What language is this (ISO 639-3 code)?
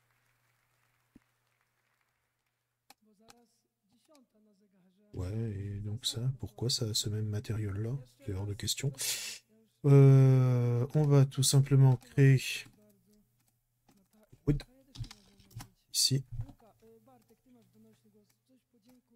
fra